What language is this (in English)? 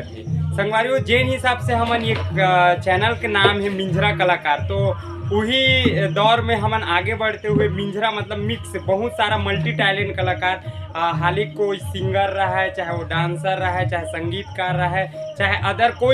Chhattisgarhi